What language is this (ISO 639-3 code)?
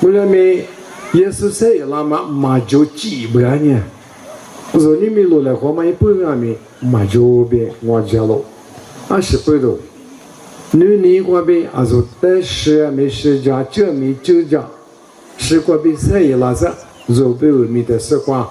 lis